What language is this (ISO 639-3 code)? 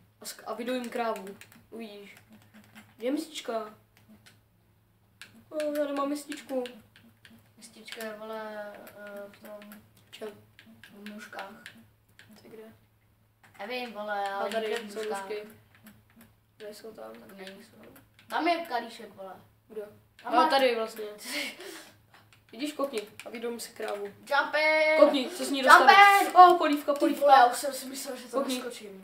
ces